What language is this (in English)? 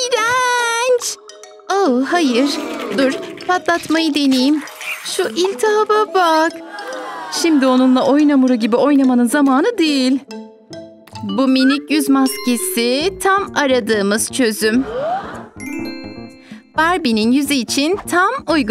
Turkish